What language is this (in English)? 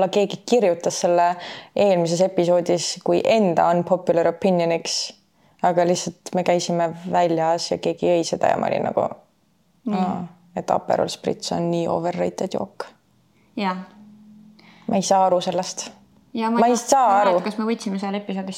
Estonian